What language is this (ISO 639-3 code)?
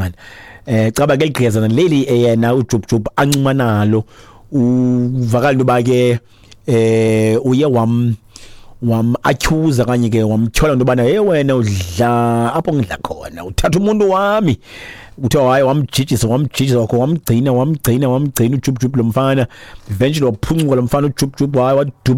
xho